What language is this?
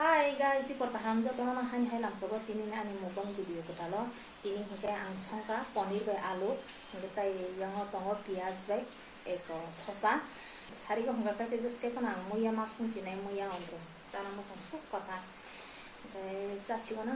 Kok Borok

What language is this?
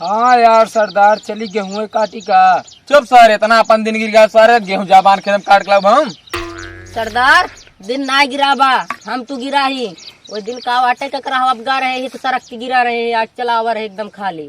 Awadhi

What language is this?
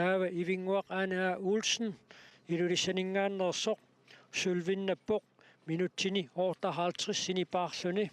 Kalaallisut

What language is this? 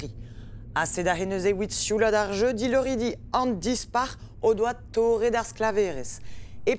Breton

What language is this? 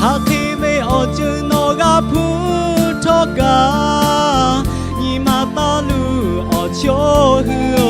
Lahu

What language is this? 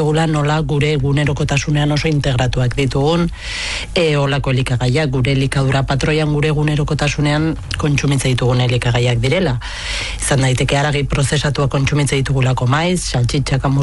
Basque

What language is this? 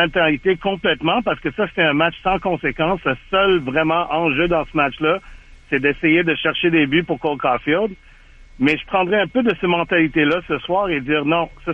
French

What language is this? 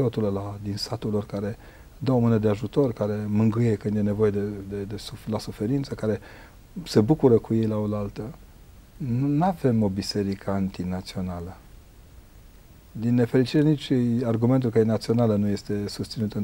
Romanian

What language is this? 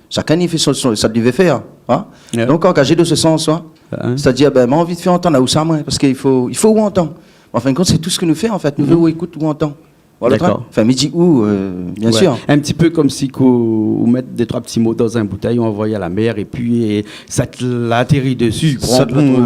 Réunion Creole French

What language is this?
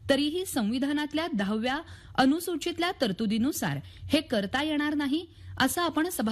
Marathi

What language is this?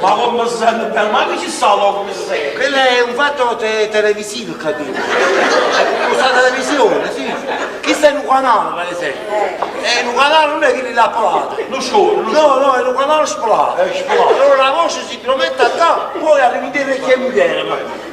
Neapolitan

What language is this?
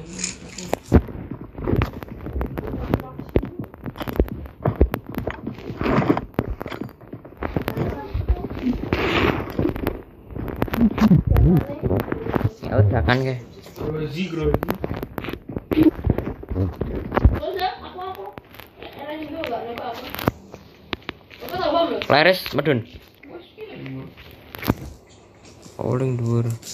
Indonesian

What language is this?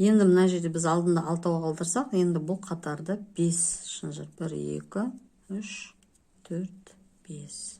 Kazakh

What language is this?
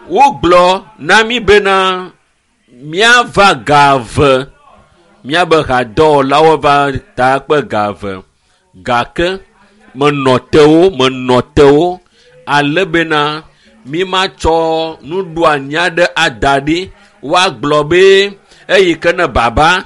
Ewe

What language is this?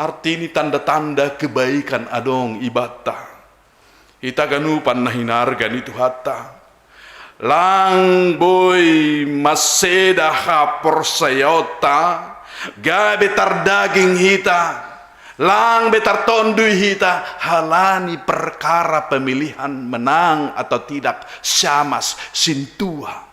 Batak Simalungun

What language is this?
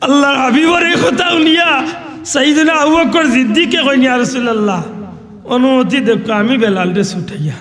Sylheti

